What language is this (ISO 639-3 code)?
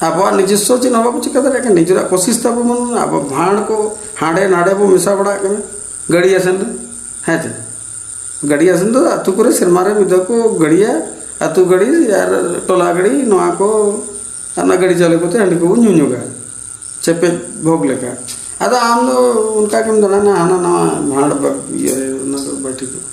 sat